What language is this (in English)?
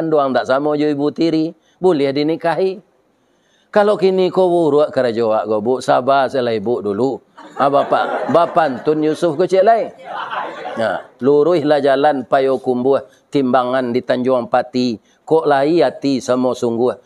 Minangkabau